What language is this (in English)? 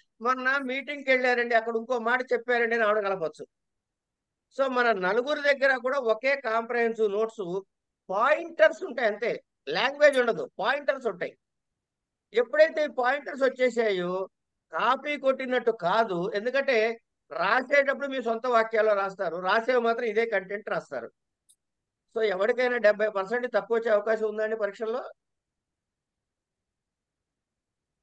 Telugu